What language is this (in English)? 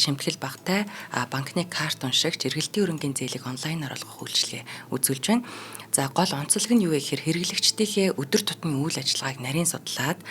Mongolian